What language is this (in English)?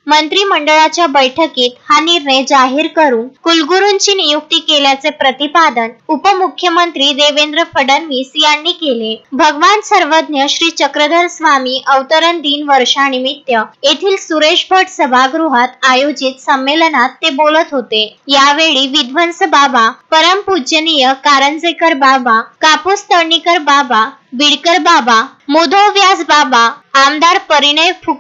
Marathi